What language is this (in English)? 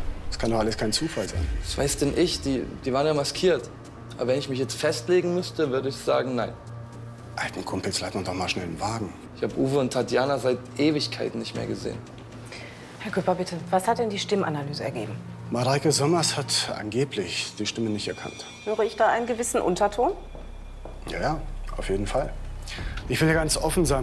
German